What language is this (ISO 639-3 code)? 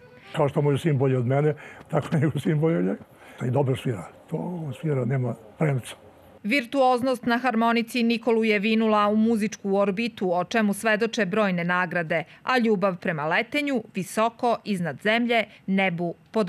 srp